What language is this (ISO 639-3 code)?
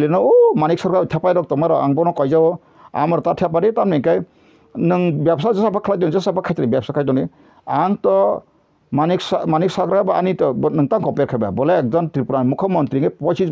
trp